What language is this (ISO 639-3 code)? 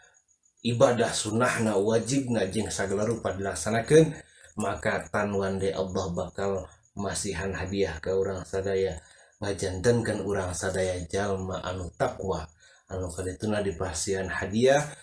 sun